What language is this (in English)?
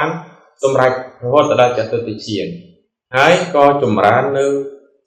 Khmer